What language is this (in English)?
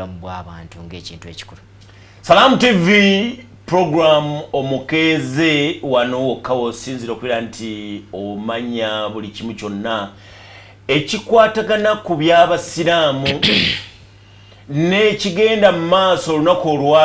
Ganda